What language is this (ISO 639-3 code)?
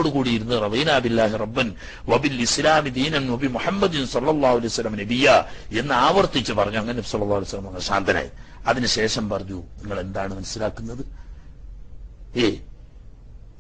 mal